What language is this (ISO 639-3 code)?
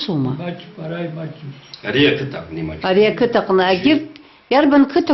abk